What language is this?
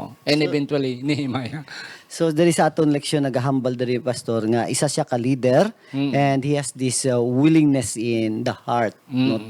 Hiligaynon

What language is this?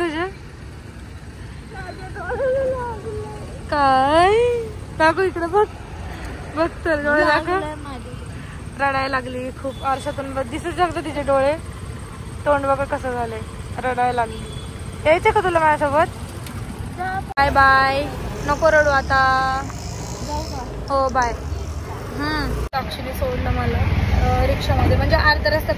Marathi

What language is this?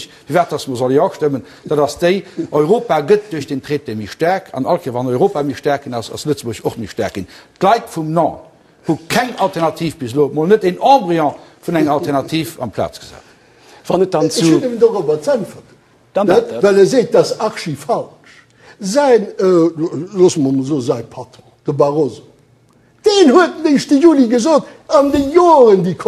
Luxembourgish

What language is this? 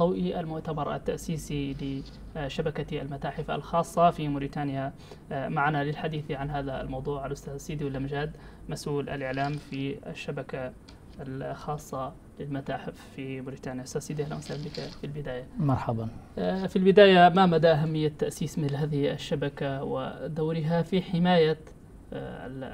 Arabic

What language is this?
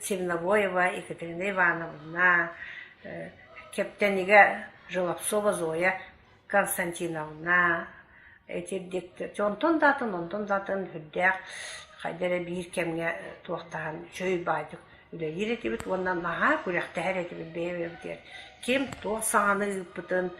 Yakut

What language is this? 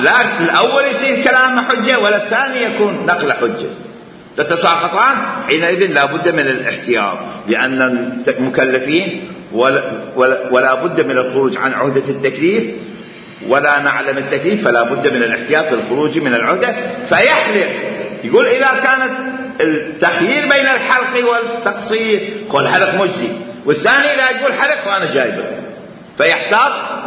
Mesopotamian Arabic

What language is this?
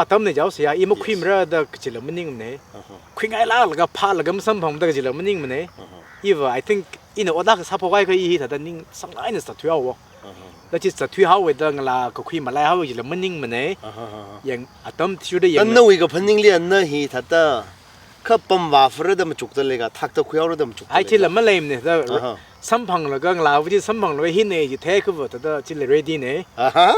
Tangkhul Naga (India)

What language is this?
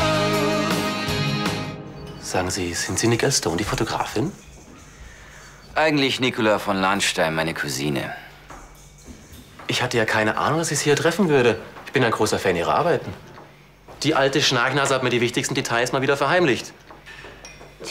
German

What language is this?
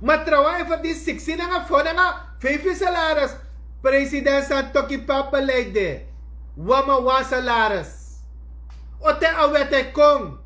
Sranan Tongo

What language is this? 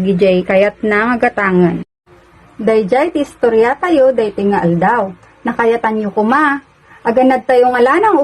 Iloko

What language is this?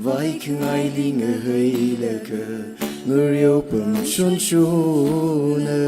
Tangkhul Naga (India)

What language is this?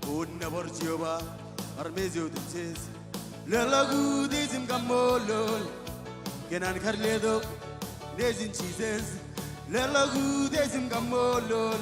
Marshallese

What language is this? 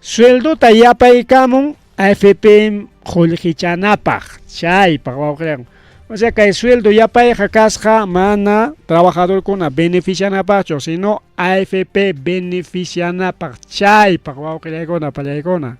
Ayacucho Quechua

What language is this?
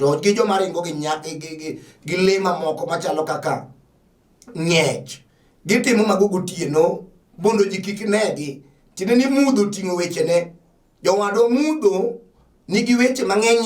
Luo (Kenya and Tanzania)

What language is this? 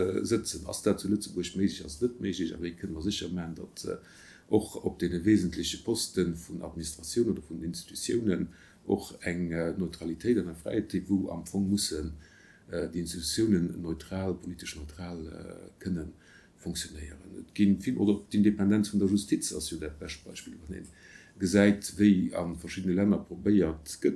Luxembourgish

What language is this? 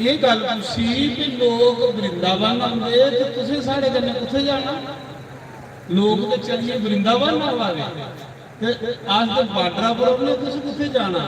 Dogri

